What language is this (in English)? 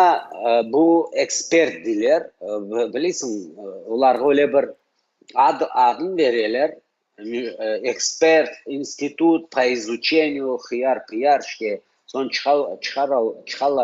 Crimean Tatar